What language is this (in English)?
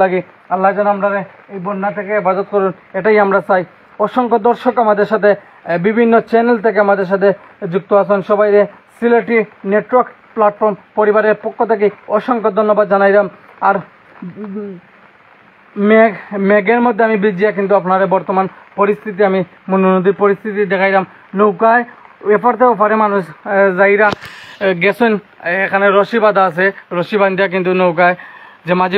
Sylheti